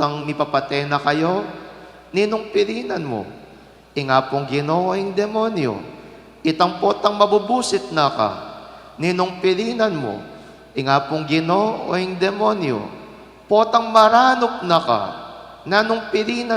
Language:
Pampanga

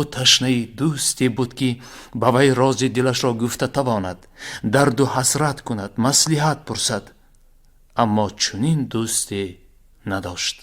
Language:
Tajik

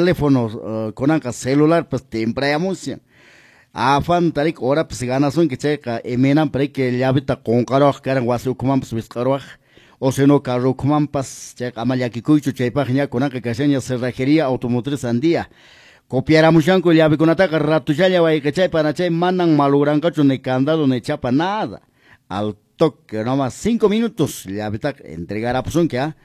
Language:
Quechua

